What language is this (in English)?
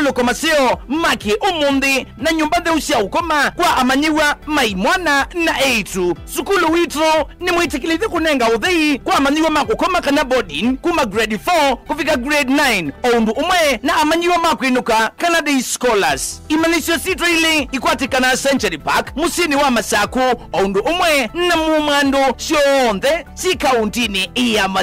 Kamba